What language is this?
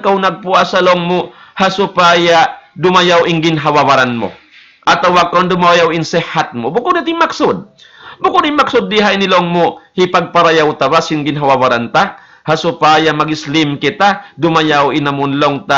Tausug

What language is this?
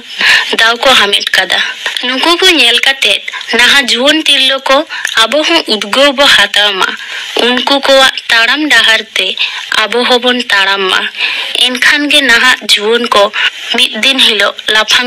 Santali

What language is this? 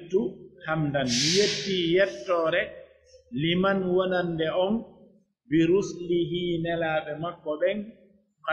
Pular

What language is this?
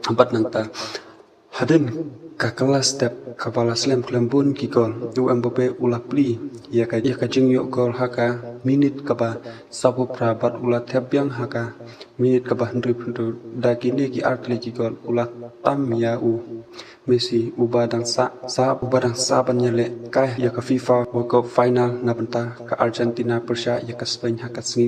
Khasi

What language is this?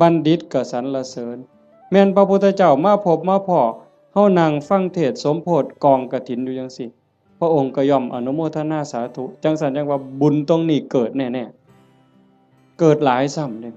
Northeastern Thai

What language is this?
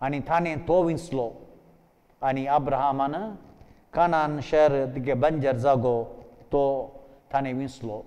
Konkani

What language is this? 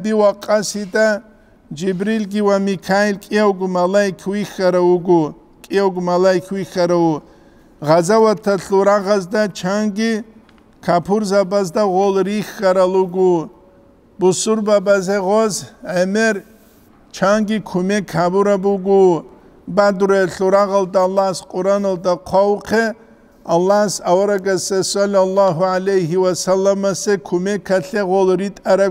Avaric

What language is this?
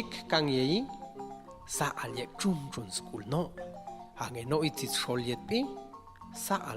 Popti'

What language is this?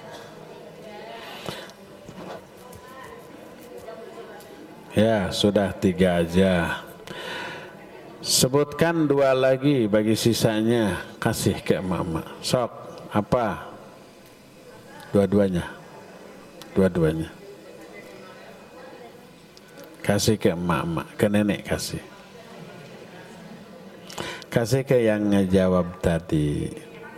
Indonesian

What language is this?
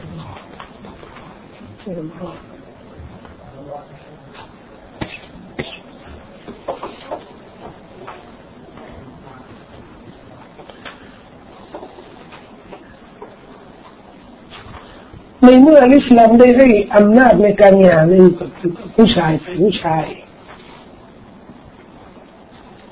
Thai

